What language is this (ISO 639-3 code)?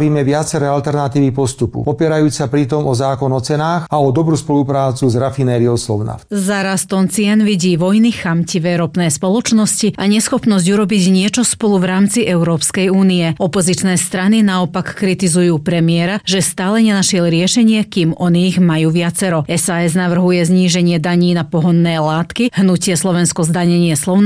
slk